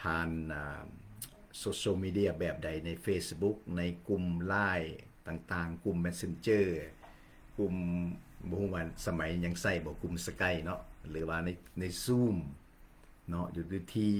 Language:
Lao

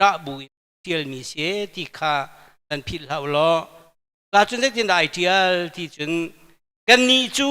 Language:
Hakha Chin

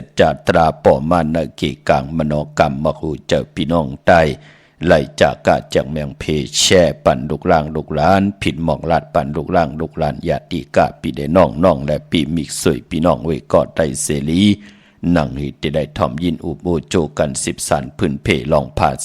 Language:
Shan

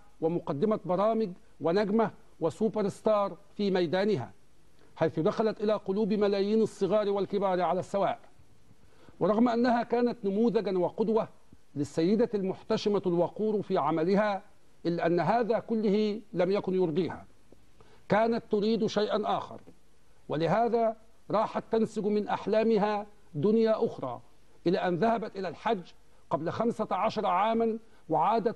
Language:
Arabic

